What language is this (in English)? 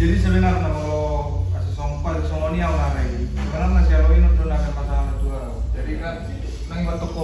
Batak Toba